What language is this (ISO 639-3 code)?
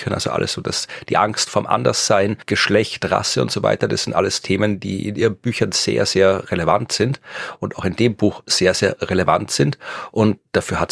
deu